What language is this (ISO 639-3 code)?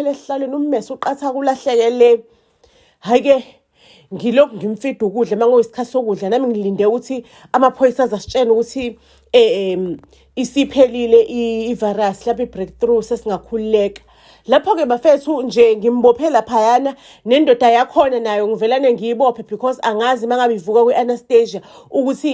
zul